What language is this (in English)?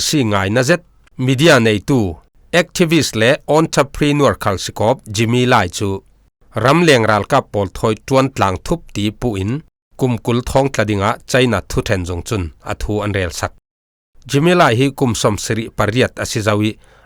Falam Chin